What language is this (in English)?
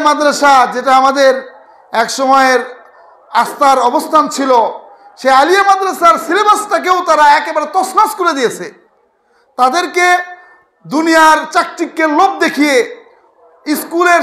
Bangla